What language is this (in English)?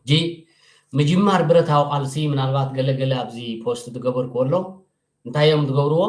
Tigrinya